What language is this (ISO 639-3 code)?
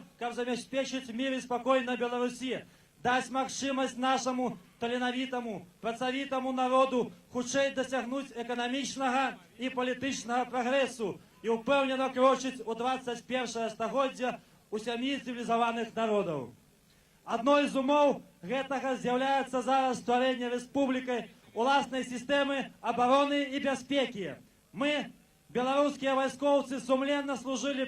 bel